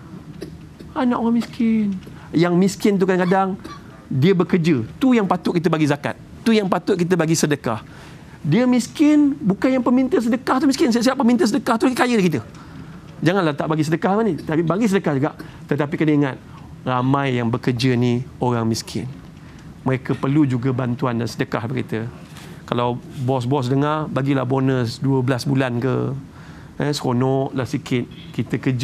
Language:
Malay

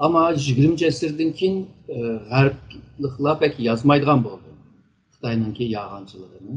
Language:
Uyghur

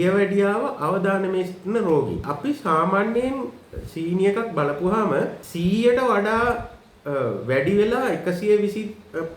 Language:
Sinhala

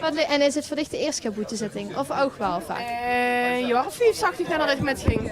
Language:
Limburgish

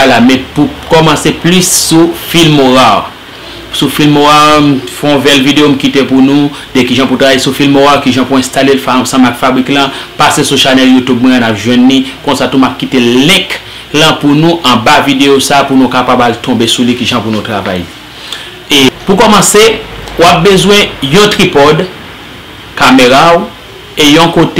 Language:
Haitian Creole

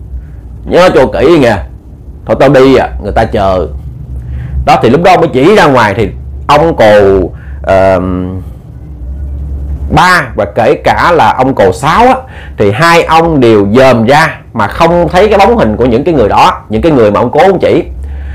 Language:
Vietnamese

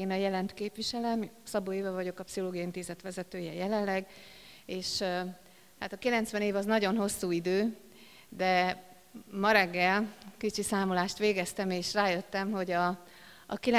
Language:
Hungarian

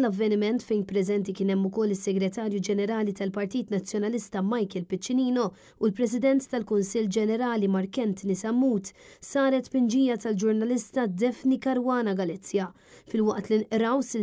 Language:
Maltese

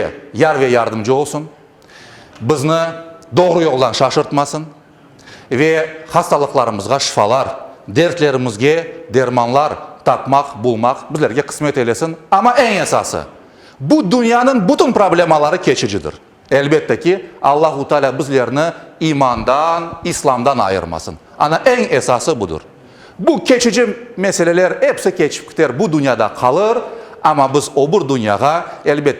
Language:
Crimean Tatar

